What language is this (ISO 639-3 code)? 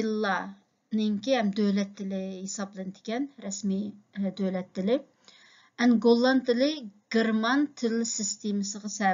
uig